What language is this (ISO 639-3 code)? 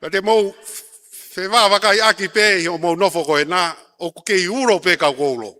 ton